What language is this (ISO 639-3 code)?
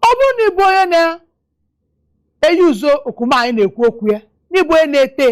ibo